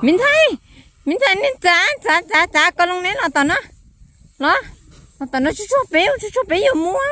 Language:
Hmong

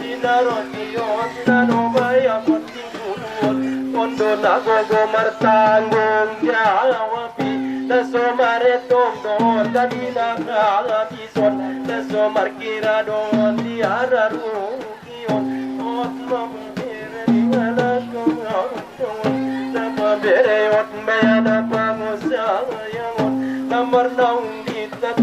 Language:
Batak Angkola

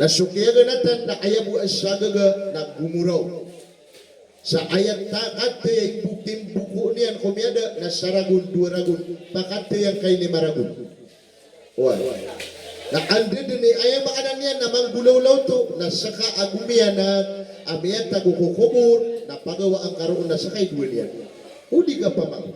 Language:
Maranao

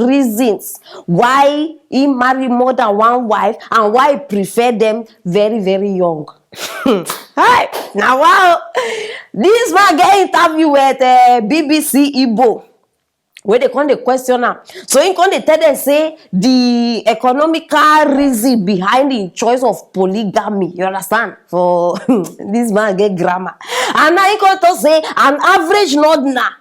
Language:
Nigerian Pidgin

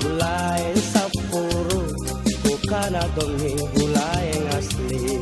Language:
Makasar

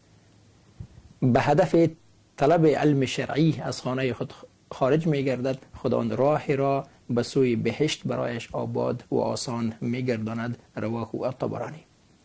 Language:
Persian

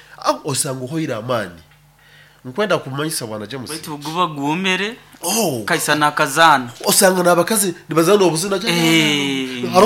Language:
Nyoro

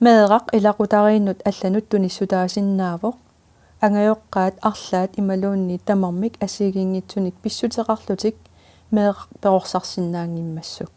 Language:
Kalaallisut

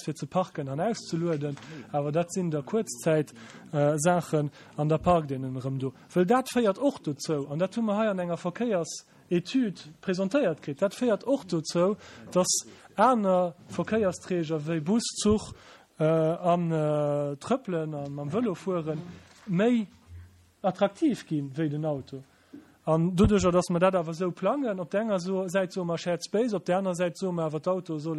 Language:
Luxembourgish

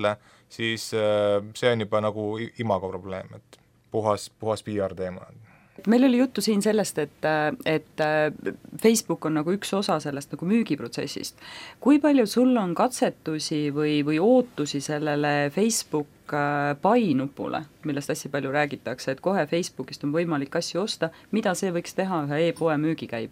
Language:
Estonian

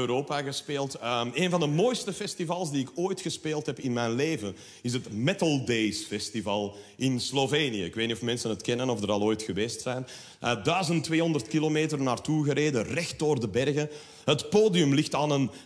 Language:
Dutch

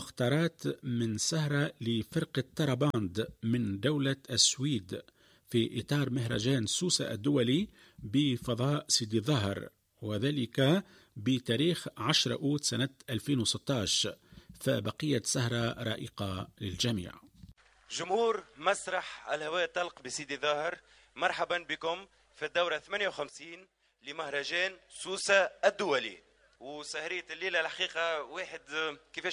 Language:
Tunisian Arabic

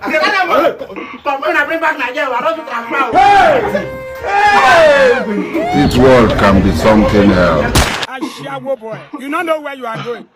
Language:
Nigerian Pidgin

